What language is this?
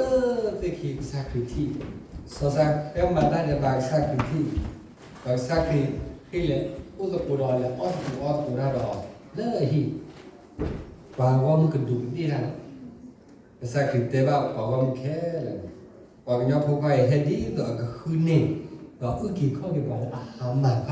S'gaw Karen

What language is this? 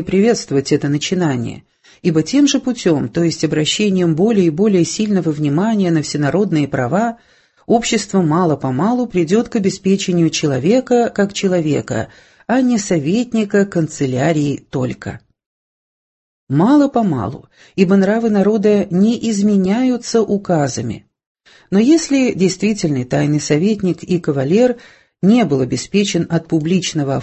Russian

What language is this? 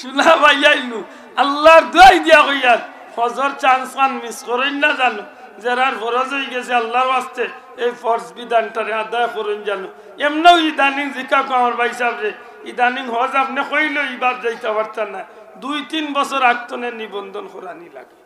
Sylheti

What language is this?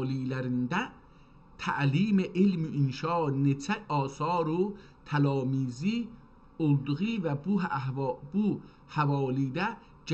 South Azerbaijani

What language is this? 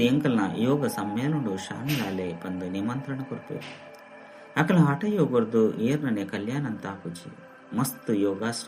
Tulu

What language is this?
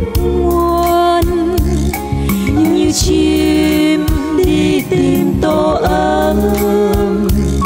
Vietnamese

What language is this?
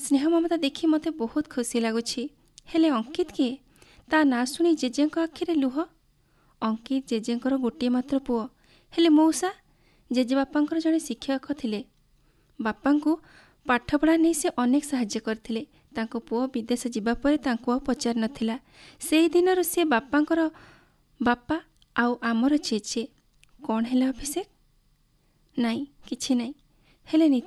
Odia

